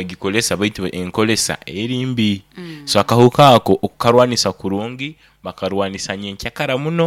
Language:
Nyoro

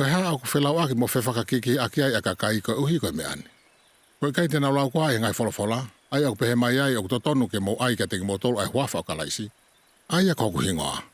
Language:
Tongan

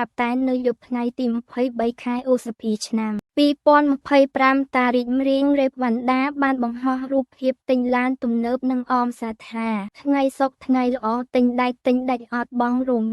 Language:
Khmer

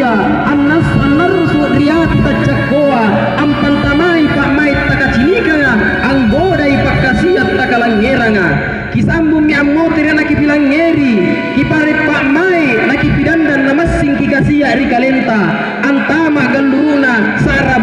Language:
Makasar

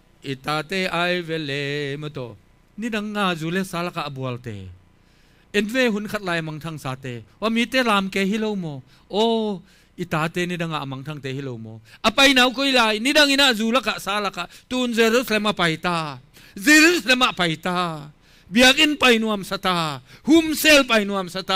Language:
Tedim Chin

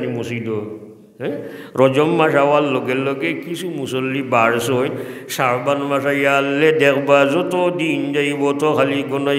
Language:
Sylheti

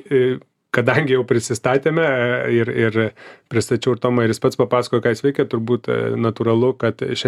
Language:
Lithuanian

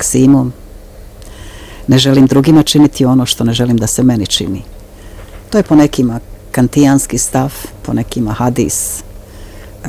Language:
Bosnian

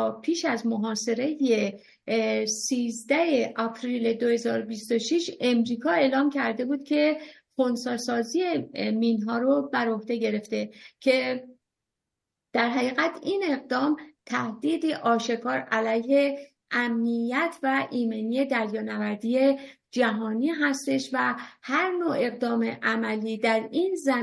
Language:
Persian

